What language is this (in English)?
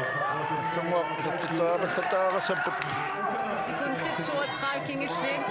Kalaallisut